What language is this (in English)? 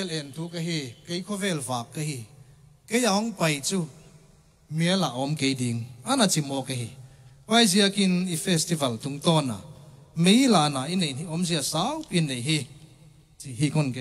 Tedim Chin